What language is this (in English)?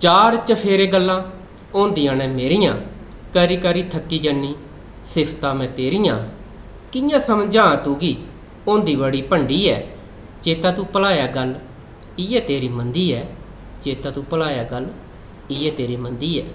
Dogri